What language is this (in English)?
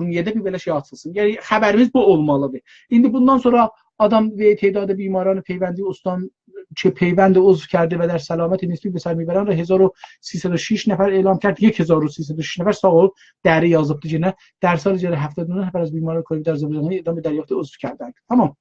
South Azerbaijani